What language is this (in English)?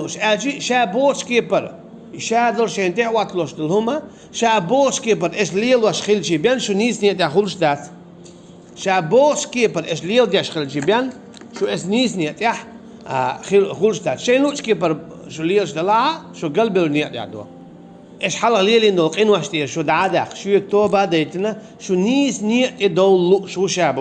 Chechen